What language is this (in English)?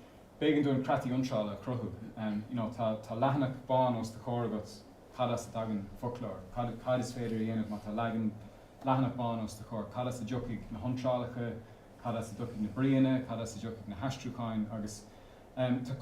Irish